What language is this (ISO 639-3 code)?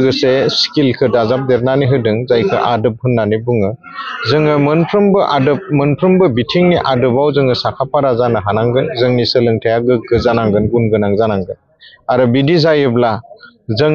brx